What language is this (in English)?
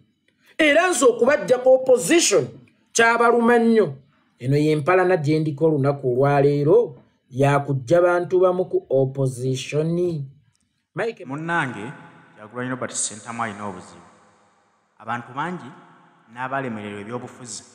Ganda